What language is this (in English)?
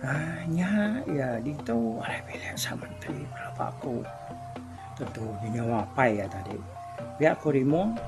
Iban